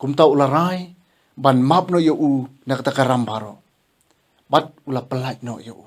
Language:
Khasi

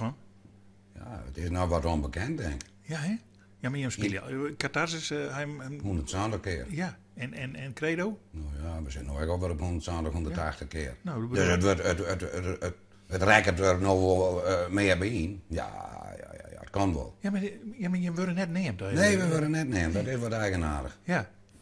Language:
Western Frisian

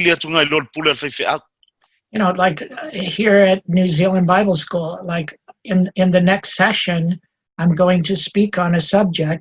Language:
Samoan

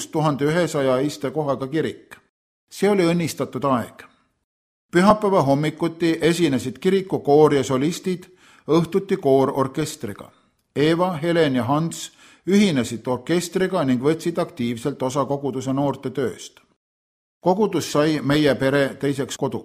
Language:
Estonian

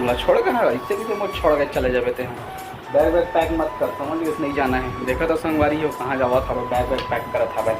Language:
Chhattisgarhi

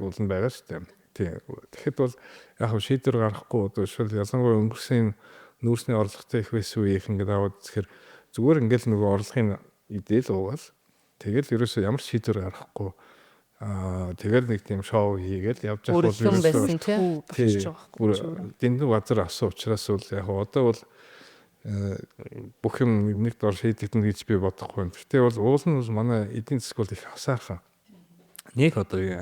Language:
Mongolian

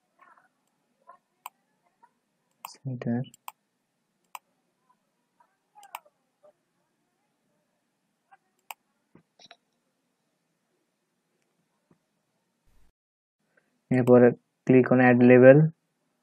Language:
Bangla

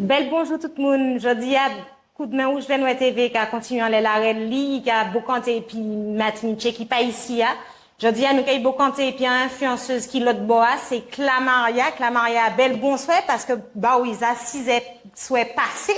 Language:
Guadeloupean Creole French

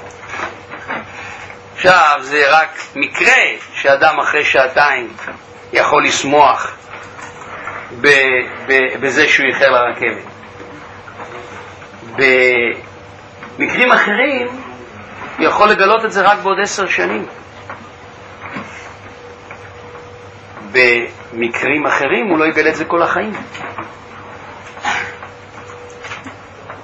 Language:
Hebrew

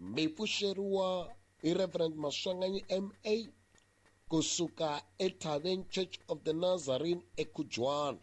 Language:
Tsonga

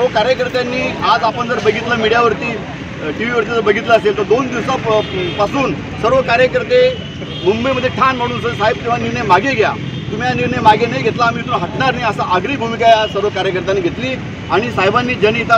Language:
Marathi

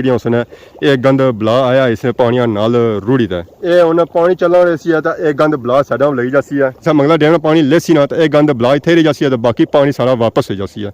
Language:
Pahari-Potwari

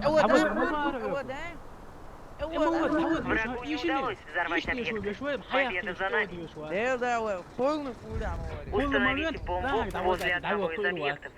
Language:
Chechen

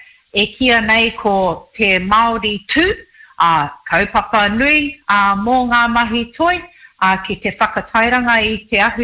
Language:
Māori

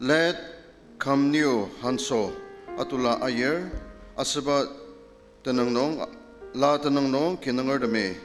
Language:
Ao Naga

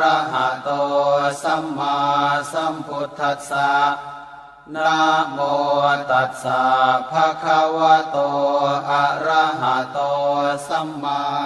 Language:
Pali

